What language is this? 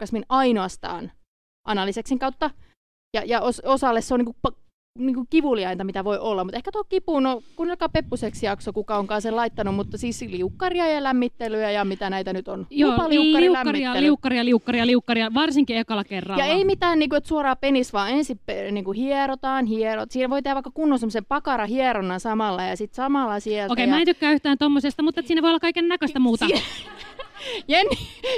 Finnish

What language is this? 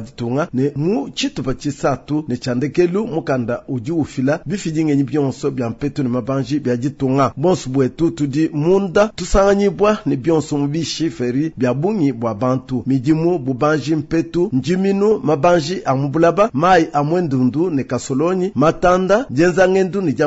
Luba-Lulua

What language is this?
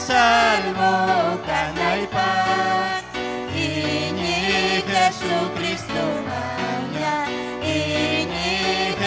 Ayacucho Quechua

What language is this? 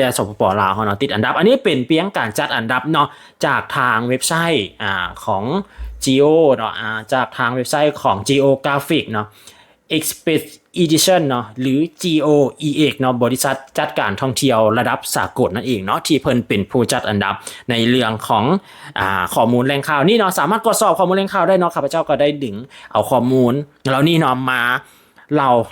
Lao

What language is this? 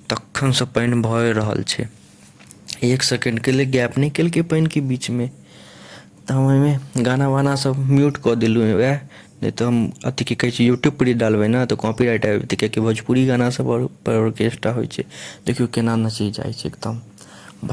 Maithili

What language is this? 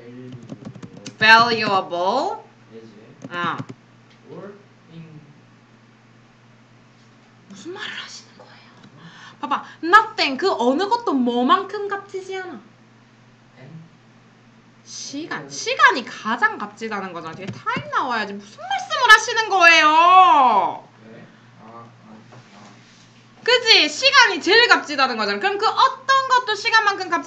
Korean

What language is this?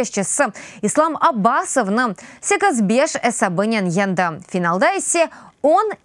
Crimean Tatar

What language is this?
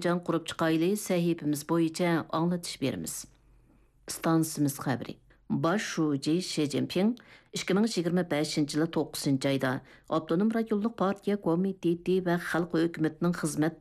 Uyghur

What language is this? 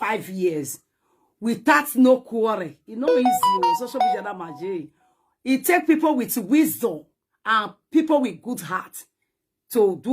Nigerian Pidgin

